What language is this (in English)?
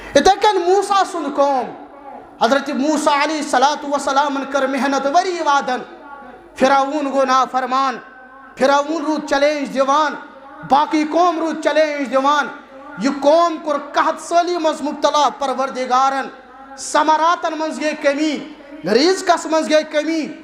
Kashmiri